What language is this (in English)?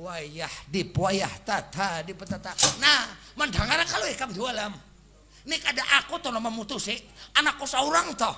Banjar